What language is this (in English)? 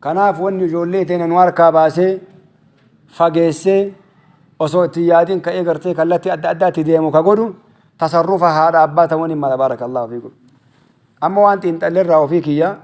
Oromo